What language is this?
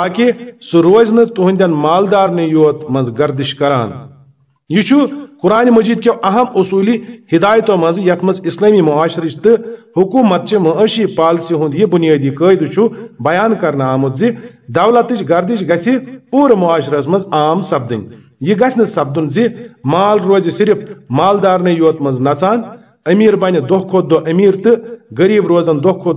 Kashmiri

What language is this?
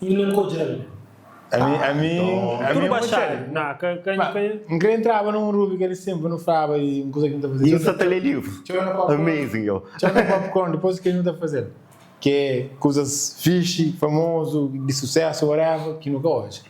Kabuverdianu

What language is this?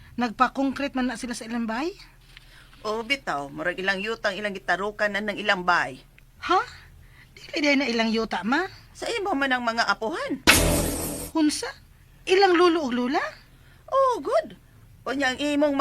Cebuano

